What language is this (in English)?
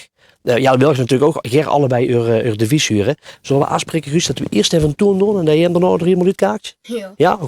Limburgish